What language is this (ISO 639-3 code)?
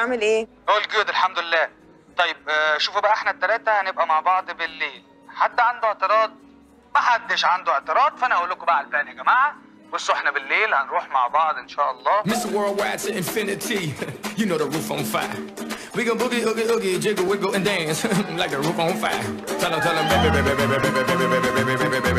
arz